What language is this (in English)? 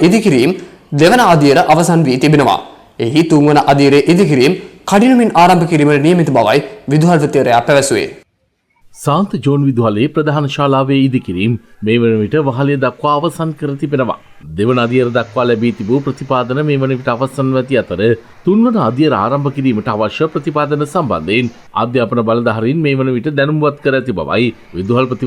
Sinhala